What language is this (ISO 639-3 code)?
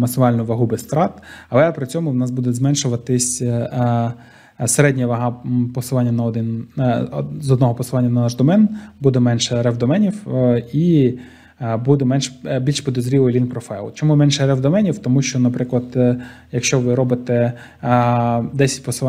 ukr